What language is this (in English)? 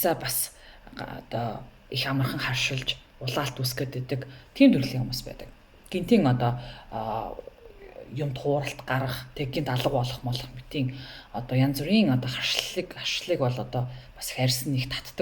Mongolian